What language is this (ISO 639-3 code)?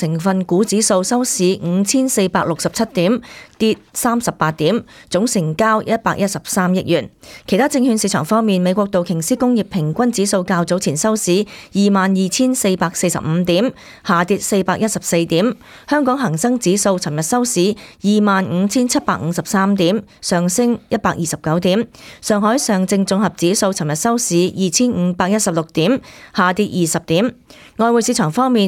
yue